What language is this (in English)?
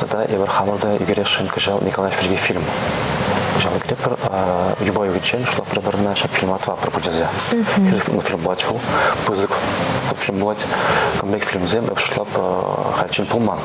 Chuvash